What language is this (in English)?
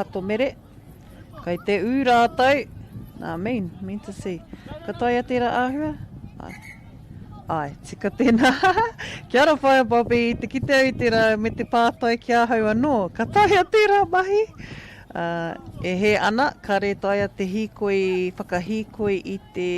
Māori